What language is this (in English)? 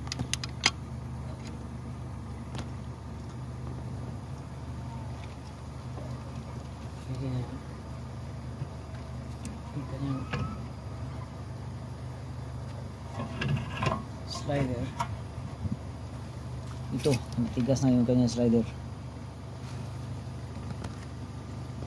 Filipino